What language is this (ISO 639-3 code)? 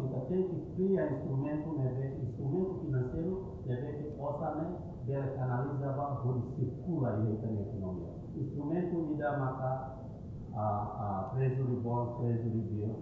tet